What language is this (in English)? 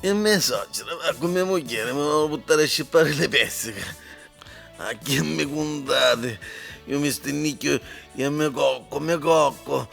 Neapolitan